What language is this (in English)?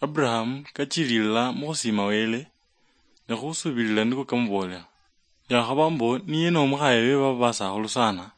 Luyia